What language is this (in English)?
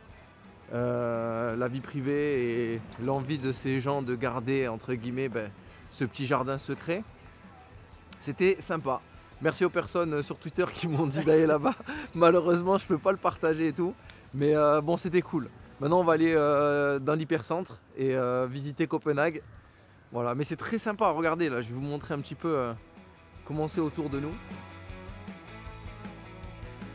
French